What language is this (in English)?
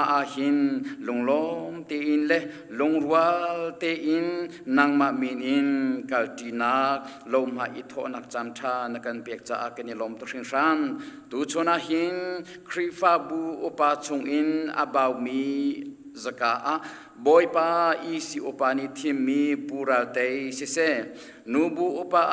Hakha Chin